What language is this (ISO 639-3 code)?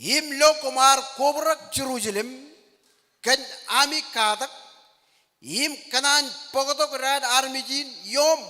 mah